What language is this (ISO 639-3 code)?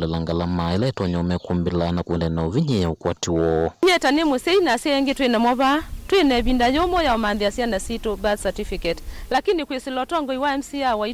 kam